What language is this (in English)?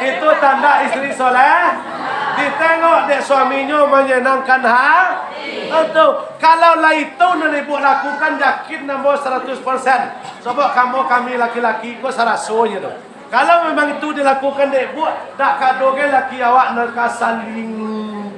Minangkabau